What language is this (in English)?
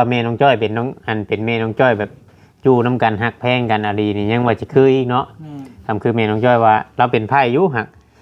Northeastern Thai